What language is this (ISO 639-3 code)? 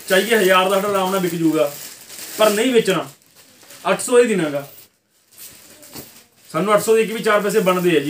pan